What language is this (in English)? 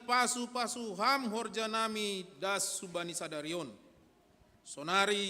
Batak Simalungun